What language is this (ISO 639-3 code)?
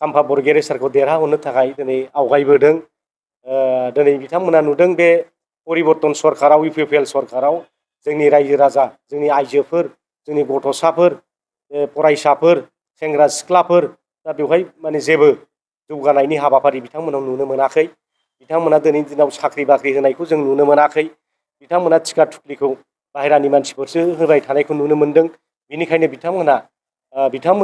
brx